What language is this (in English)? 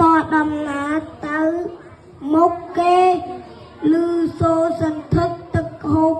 Khmer